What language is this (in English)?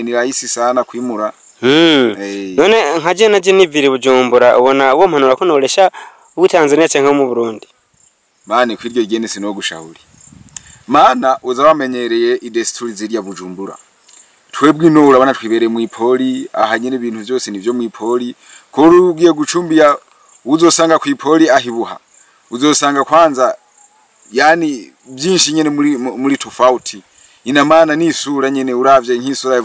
Rundi